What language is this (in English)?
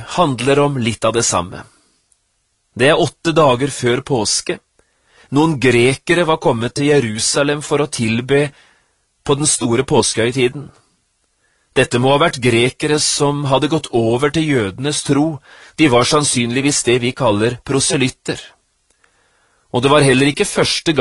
Norwegian